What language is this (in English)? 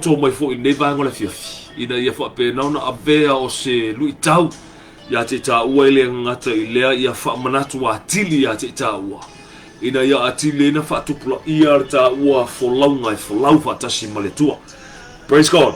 Samoan